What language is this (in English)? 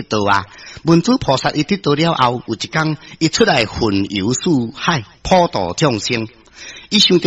Min Nan Chinese